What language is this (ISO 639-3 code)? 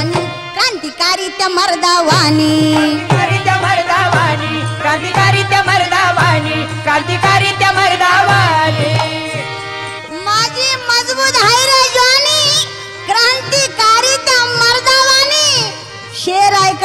mar